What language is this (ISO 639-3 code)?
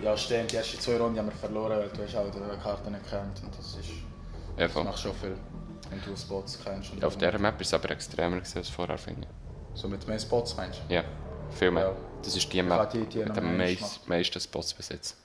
gsw